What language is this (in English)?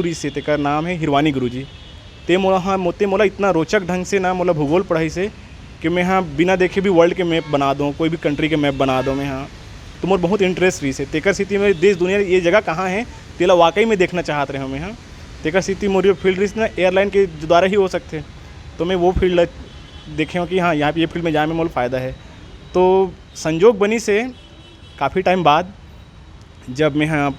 Chhattisgarhi